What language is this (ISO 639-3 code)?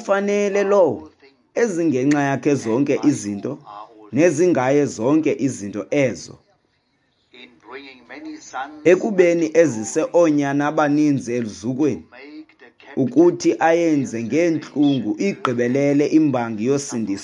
xho